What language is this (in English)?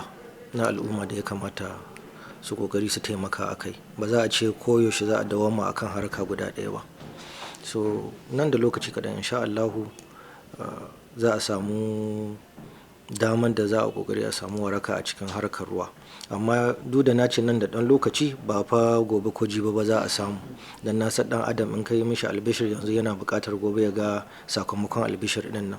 Hausa